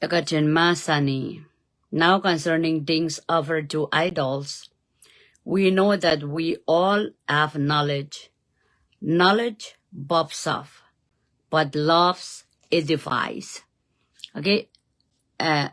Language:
Pohnpeian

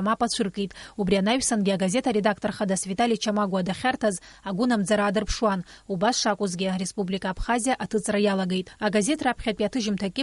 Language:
Abkhazian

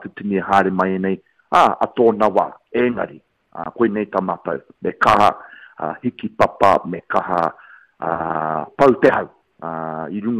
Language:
Māori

